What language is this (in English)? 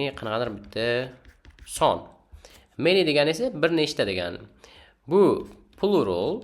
Uzbek